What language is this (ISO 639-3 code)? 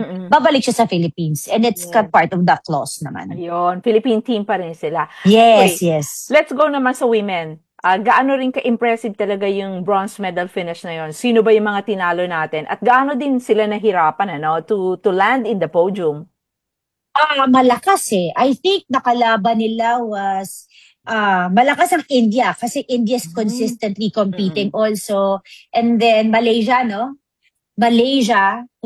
fil